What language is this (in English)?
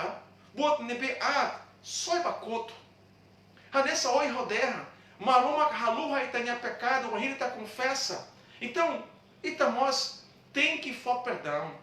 Tetum